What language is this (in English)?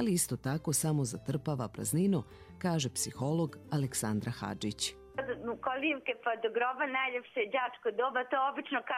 Bosnian